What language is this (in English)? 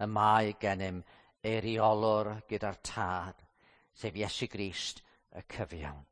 Welsh